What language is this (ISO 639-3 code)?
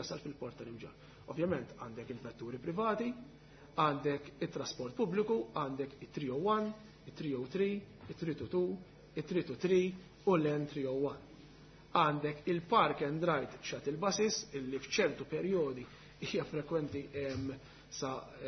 mlt